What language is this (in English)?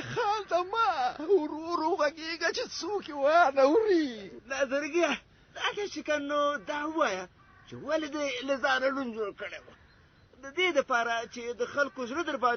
Pashto